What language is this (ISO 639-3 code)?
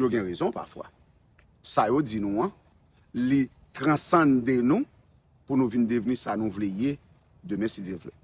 hat